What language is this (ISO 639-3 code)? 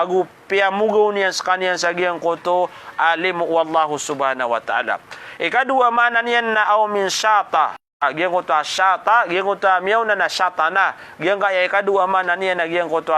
mrw